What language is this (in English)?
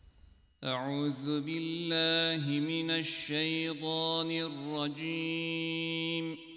Turkish